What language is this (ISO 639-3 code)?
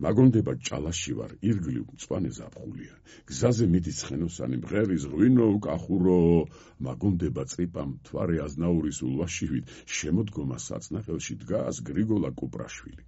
kat